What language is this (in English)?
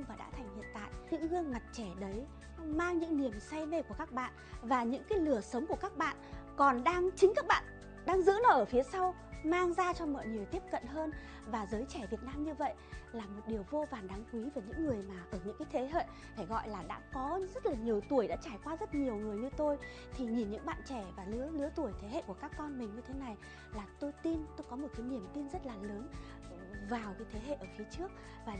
Vietnamese